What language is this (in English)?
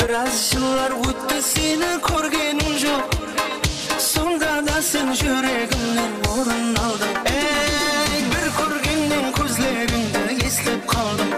Kara-Kalpak